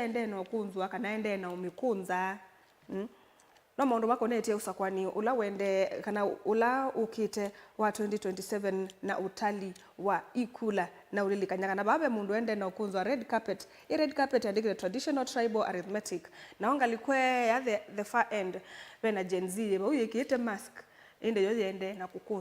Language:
Kamba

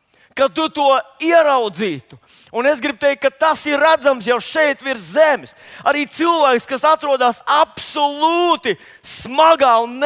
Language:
Latvian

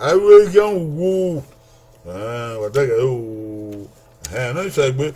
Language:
Bini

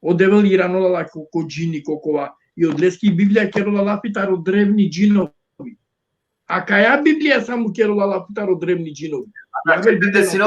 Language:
Balkan Romani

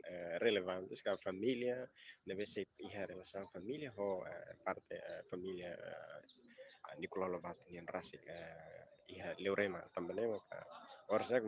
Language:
Tetum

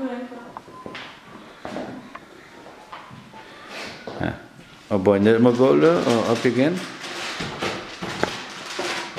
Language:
Danish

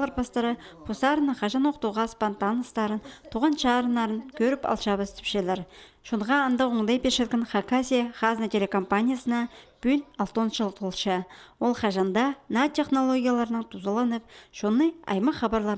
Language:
Khakas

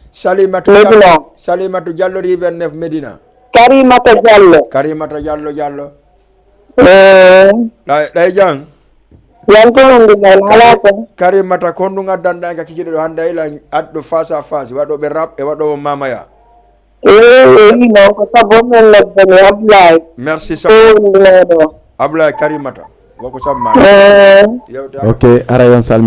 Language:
Fula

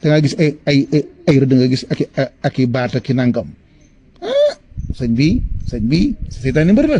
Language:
Wolof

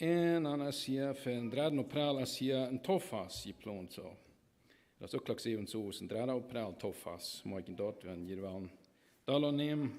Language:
Plautdietsch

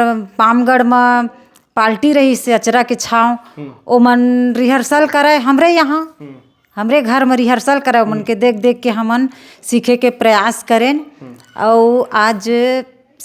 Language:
Chhattisgarhi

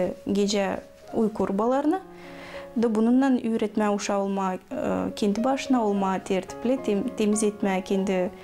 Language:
Gagauz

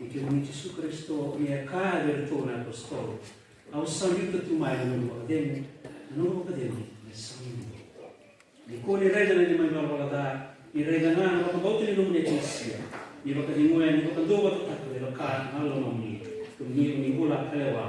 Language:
Fijian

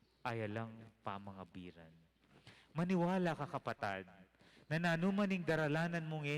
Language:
Pampanga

